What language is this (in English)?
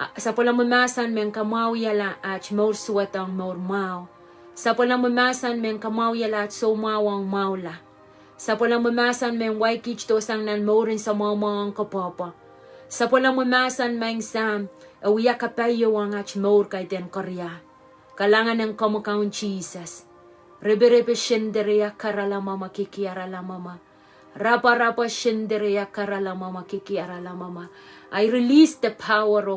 Pohnpeian